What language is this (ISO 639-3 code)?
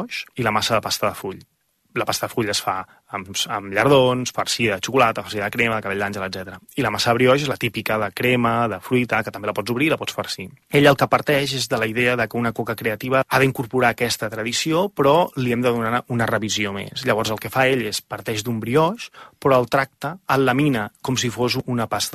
cat